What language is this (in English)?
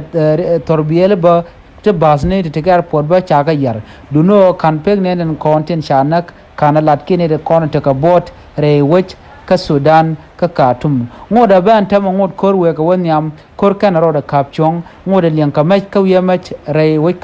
Nuer